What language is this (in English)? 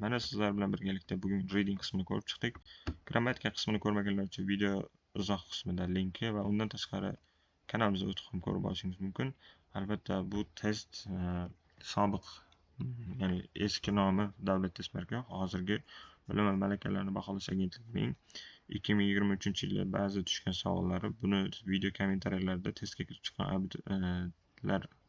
Uzbek